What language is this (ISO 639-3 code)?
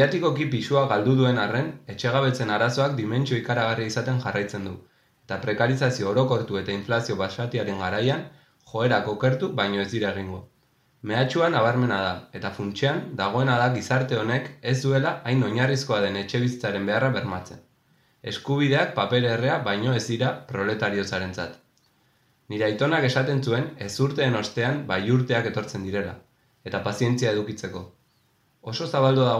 eus